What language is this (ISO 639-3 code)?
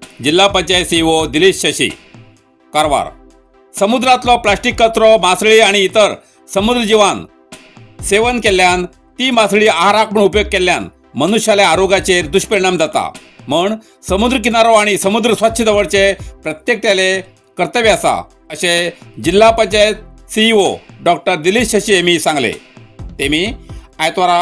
kok